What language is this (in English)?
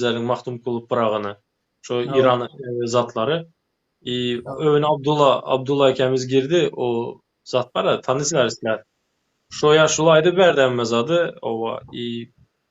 Turkmen